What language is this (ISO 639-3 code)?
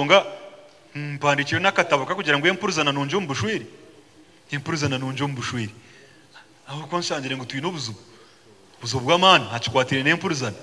nyn